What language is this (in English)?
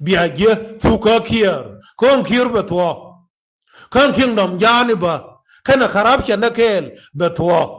Nuer